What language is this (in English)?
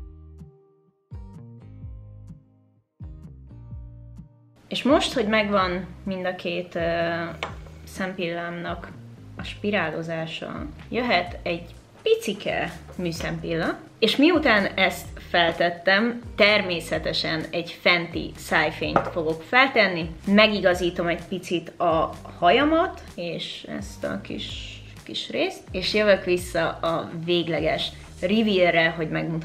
Hungarian